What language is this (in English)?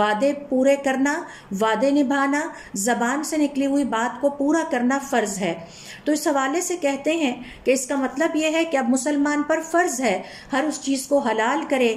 Urdu